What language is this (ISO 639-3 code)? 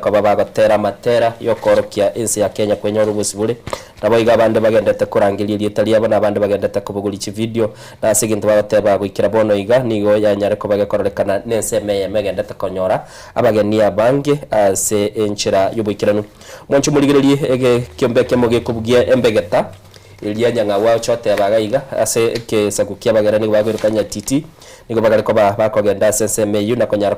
guz